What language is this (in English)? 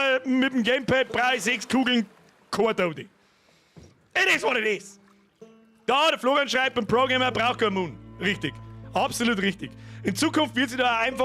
Bavarian